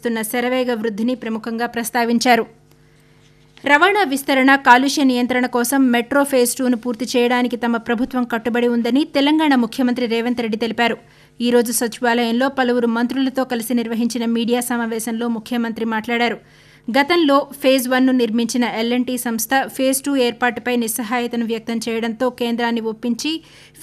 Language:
Telugu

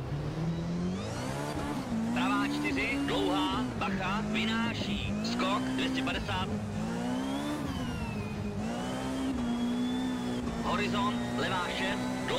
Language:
Czech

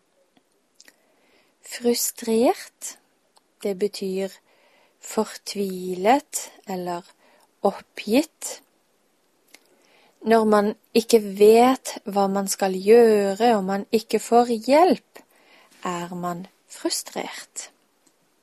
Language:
Norwegian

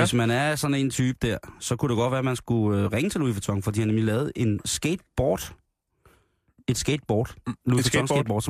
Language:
Danish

